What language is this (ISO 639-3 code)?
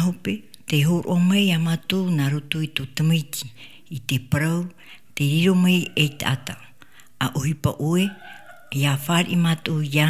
tah